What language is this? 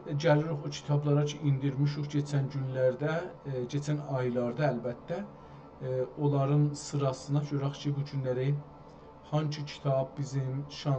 South Azerbaijani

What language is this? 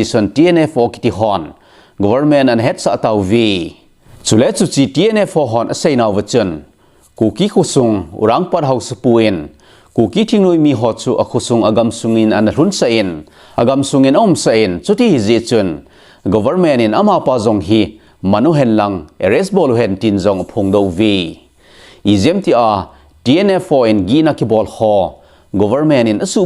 Thado Chin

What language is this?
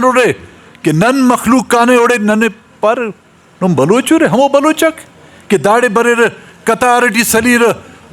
Brahui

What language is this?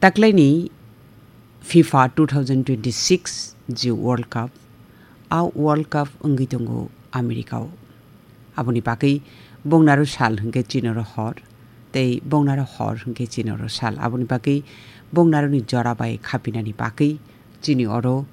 Kok Borok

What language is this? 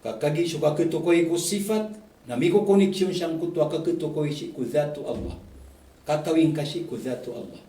Maranao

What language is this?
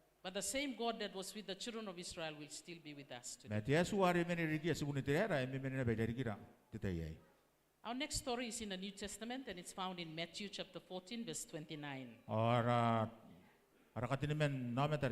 Gilbertese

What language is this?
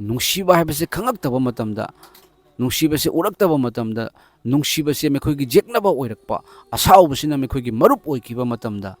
Manipuri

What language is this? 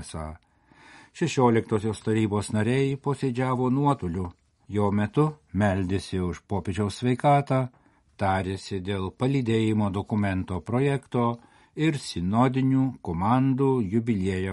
Lithuanian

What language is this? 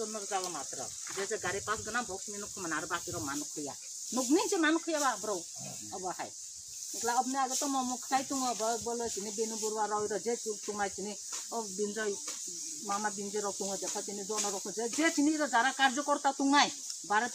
Kok Borok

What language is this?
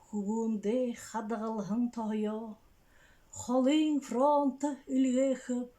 Buriat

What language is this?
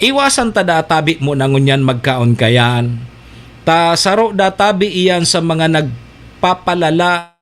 Bikol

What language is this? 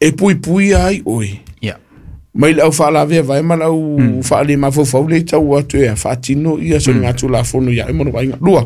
Samoan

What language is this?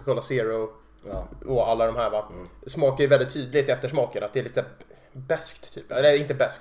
Swedish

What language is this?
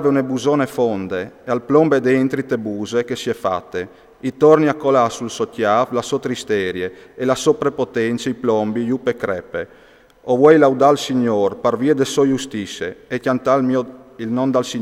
Friulian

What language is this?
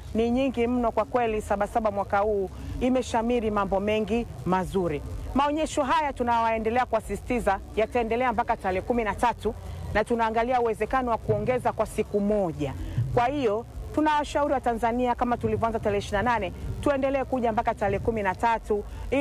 Swahili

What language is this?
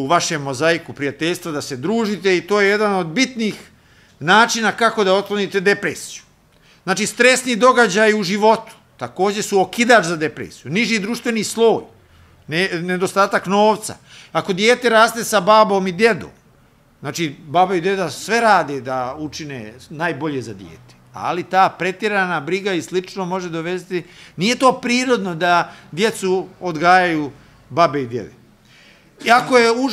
Serbian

